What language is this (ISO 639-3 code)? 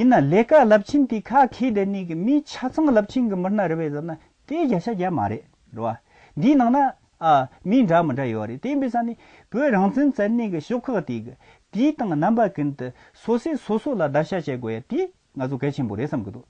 bod